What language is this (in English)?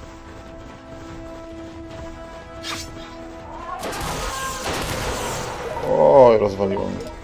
Polish